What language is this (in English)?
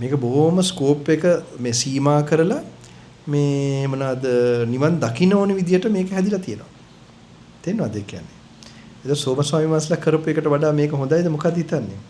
Sinhala